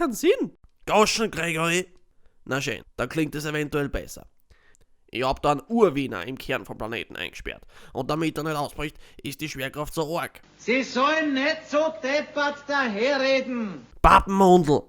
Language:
Bavarian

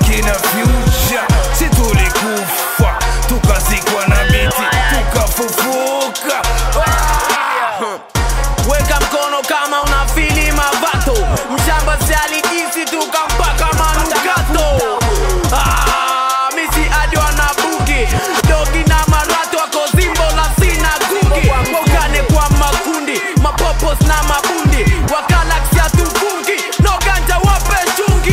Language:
Swahili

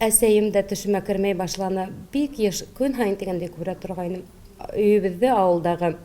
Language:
Bashkir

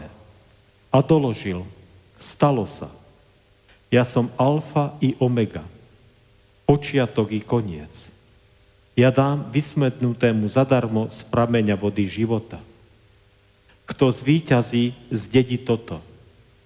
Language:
Slovak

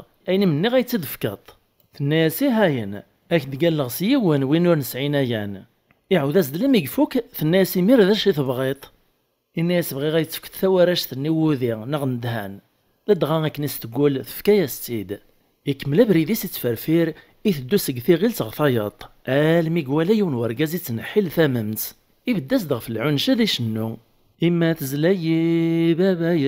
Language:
Kabyle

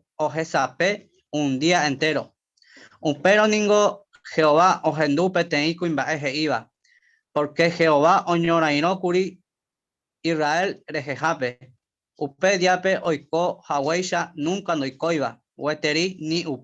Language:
Guarani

